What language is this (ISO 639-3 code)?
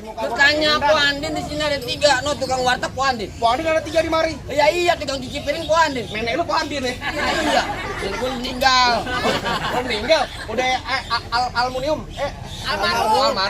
bew